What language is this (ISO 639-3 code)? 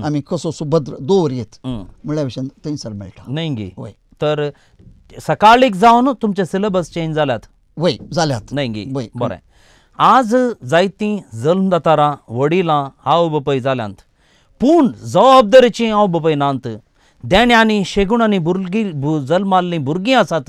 kok